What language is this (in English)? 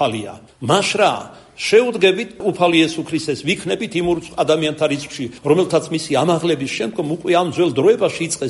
Georgian